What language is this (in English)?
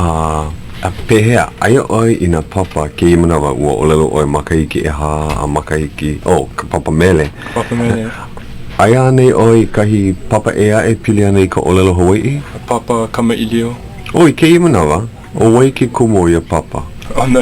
Hawaiian